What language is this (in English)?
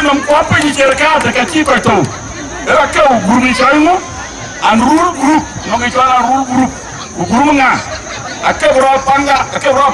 Dinka